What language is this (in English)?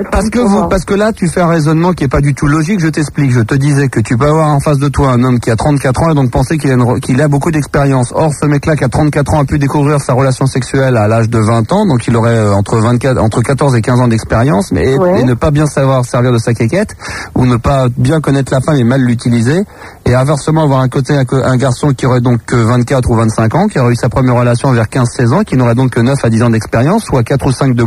French